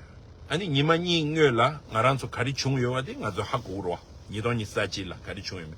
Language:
Tibetan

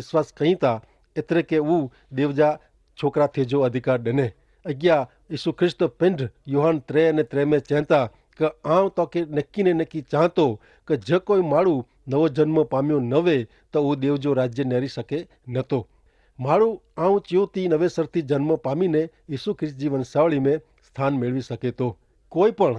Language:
Kachhi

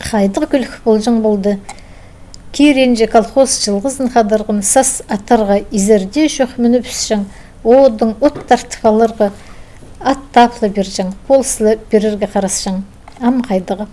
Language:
Khakas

